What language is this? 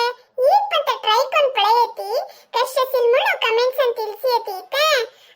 Konkani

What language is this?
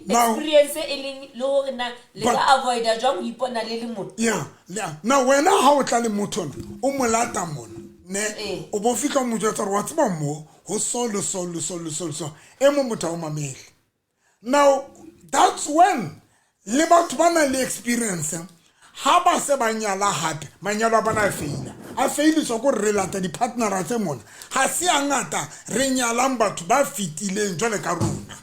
Southern Sotho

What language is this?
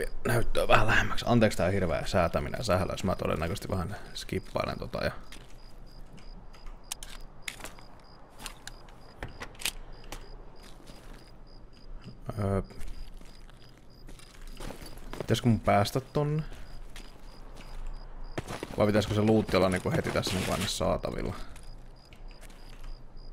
Finnish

